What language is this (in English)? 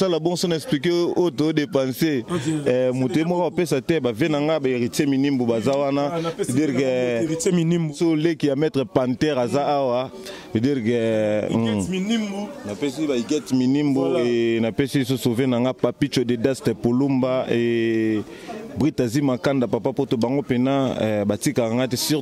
Lingala